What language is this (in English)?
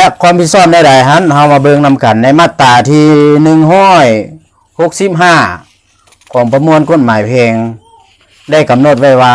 Lao